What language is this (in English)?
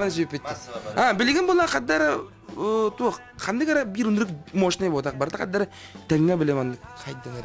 Yakut